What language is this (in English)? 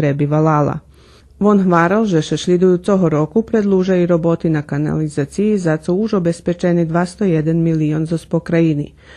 Rusyn